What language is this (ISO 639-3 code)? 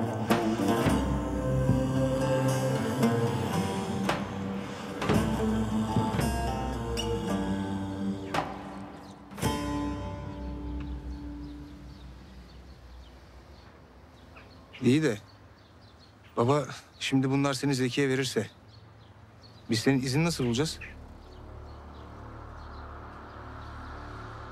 tur